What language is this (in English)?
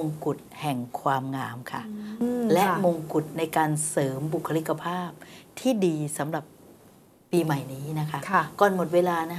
Thai